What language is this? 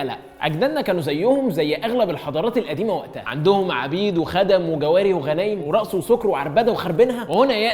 Egyptian Arabic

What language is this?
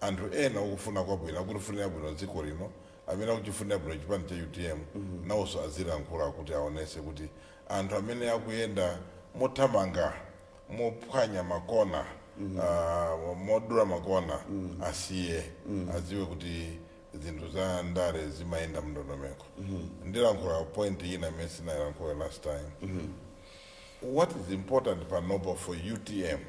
Nyanja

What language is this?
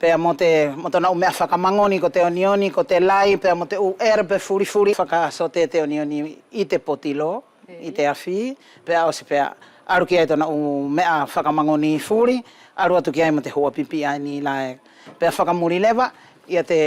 Wallisian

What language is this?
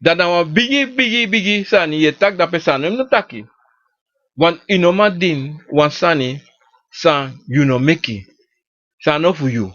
Sranan Tongo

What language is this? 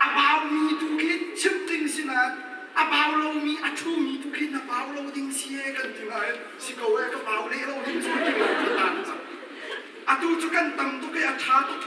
Hakha Chin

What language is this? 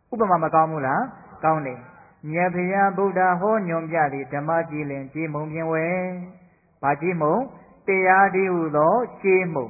Burmese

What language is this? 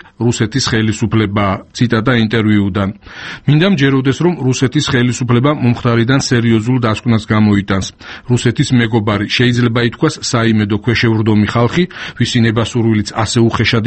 Georgian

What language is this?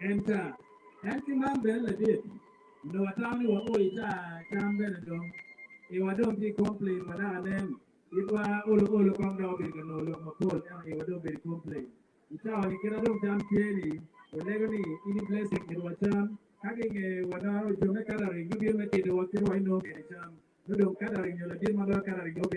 Acoli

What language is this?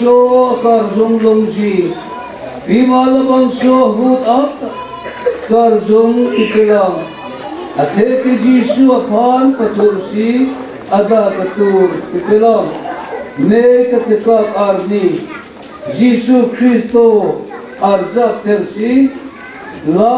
Karbi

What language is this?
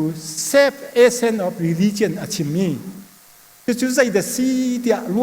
Hakha Chin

